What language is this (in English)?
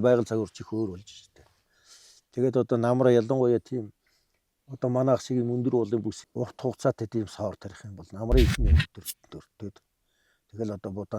Mongolian